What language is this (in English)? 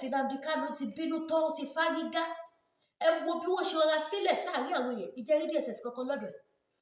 Yoruba